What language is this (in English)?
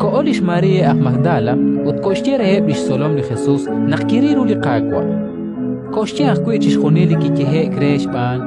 Kekchí